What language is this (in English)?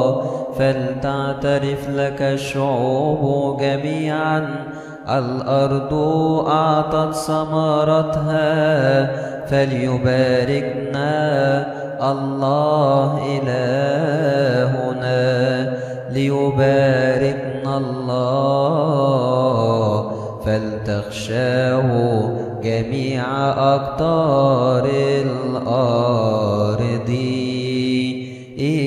Arabic